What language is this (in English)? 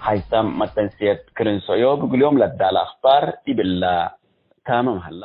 Tigre